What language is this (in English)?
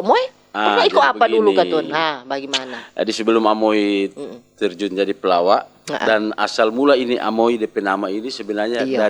Manado Malay